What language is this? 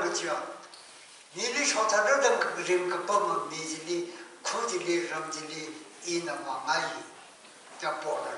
Tangkhul Naga (India)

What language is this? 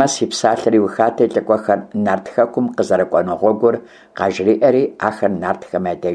Kabardian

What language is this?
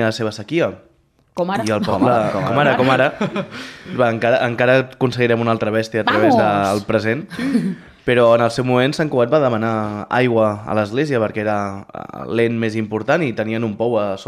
Catalan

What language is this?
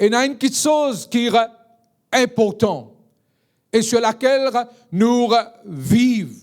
Morisyen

